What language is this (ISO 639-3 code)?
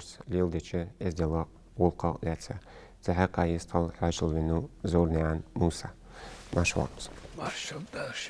inh